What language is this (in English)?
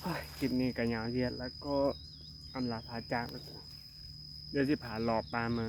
Northeastern Thai